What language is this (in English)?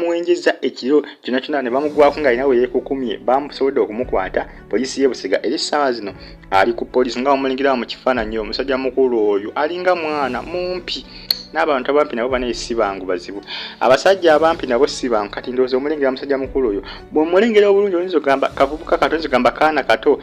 Ganda